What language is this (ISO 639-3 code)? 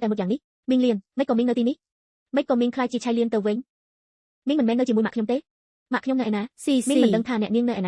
khm